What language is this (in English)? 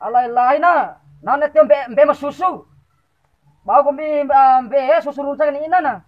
Bima